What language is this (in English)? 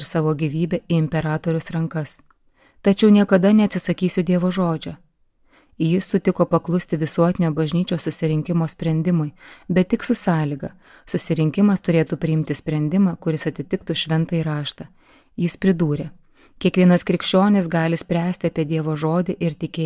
Lithuanian